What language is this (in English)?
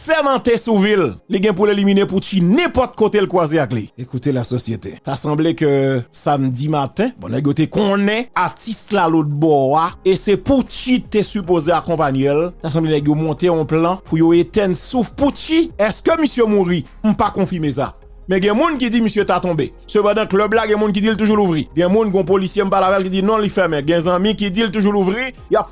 Haitian Creole